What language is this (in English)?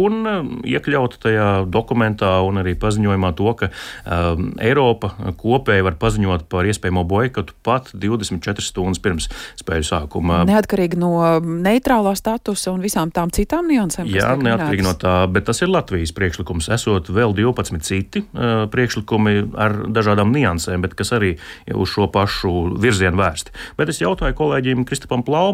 Latvian